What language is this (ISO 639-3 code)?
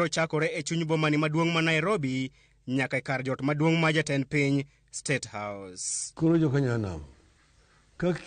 luo